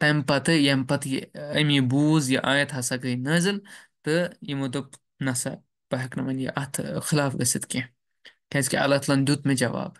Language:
Kashmiri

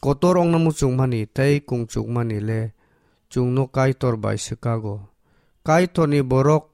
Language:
Kok Borok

